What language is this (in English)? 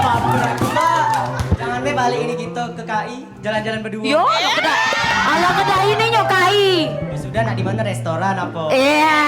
Musi